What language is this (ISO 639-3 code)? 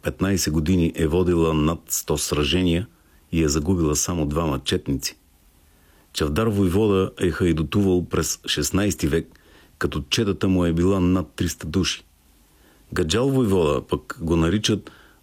bul